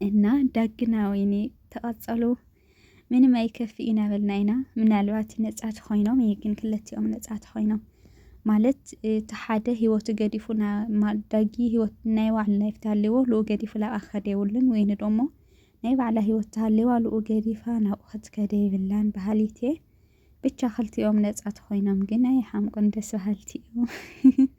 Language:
Tigrinya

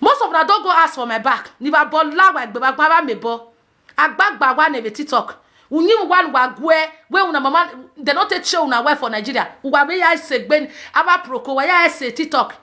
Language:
Nigerian Pidgin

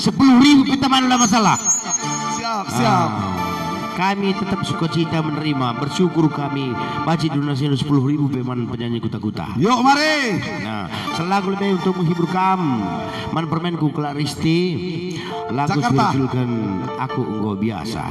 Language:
Batak Karo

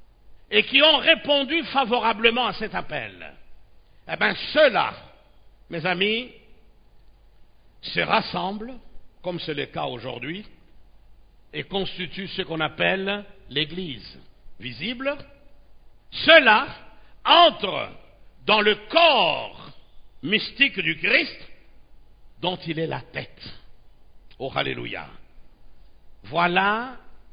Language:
French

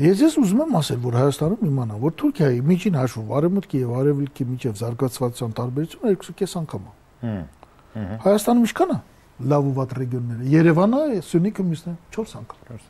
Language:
Armenian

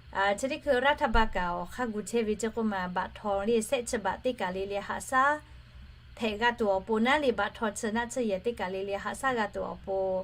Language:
Lahu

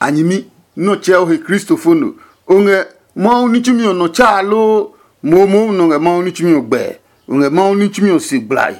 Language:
Adangme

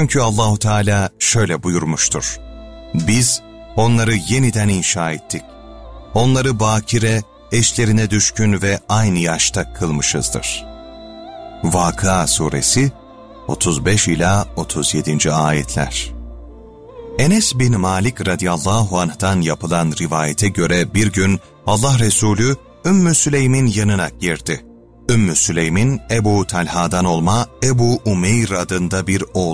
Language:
Turkish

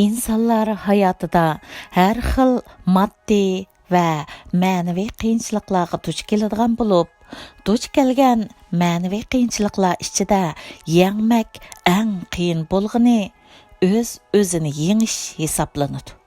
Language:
Uyghur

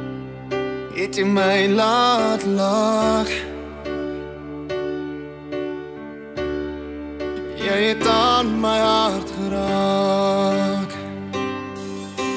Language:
Afrikaans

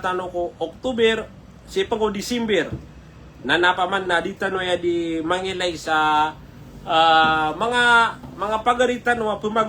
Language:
Maranao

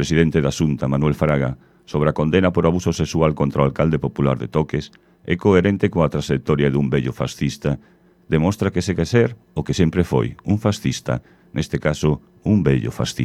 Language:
Galician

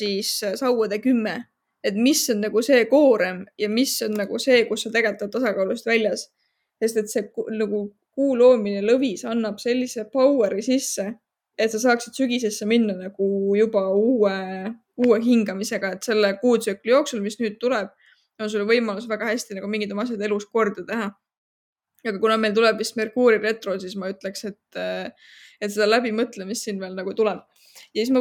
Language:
Estonian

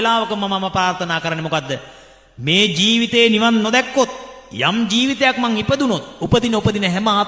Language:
Sinhala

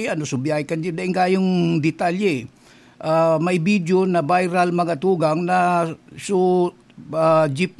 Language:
Bikol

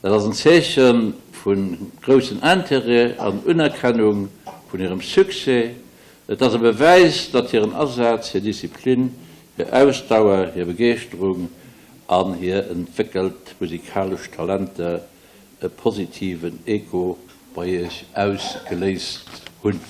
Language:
Luxembourgish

